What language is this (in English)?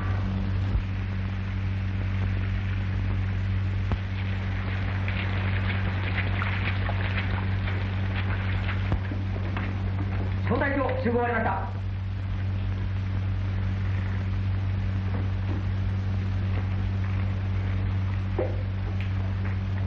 Japanese